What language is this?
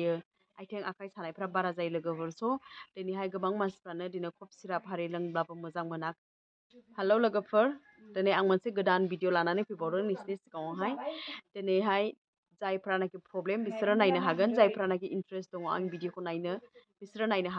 Bodo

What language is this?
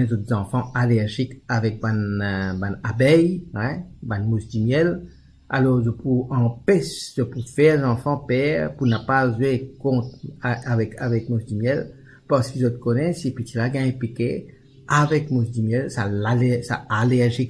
Morisyen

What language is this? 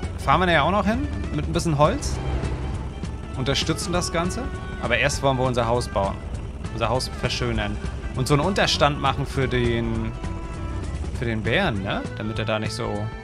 German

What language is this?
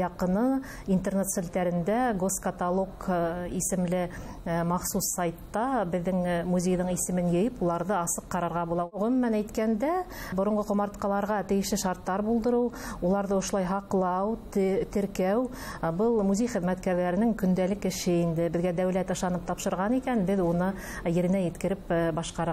Bashkir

